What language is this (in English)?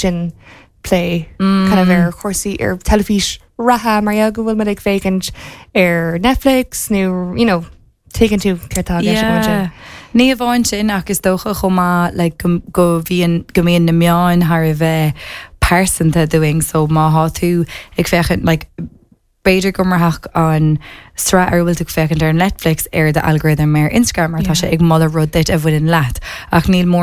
Irish